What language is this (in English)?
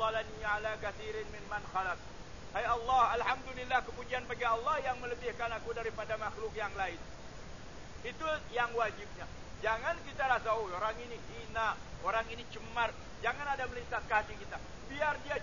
Malay